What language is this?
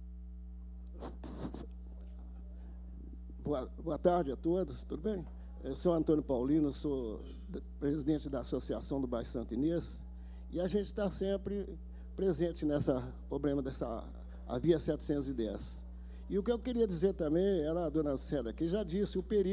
Portuguese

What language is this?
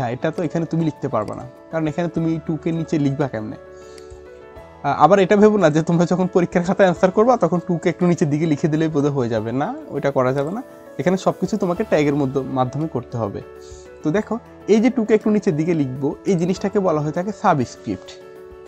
Bangla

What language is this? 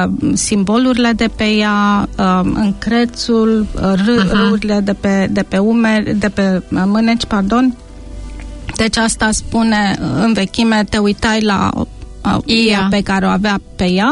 Romanian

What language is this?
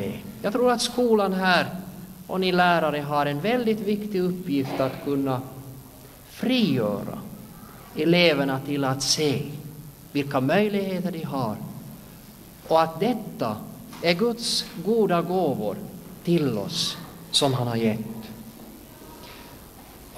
Swedish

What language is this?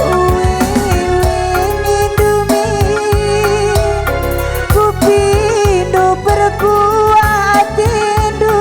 Batak Karo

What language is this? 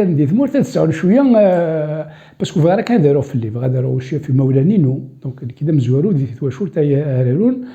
Kabyle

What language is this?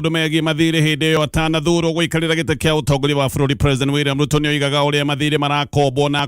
Kikuyu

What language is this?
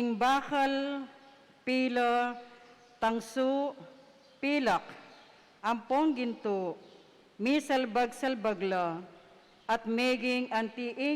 Pampanga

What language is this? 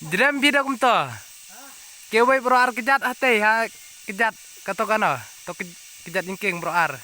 Khasi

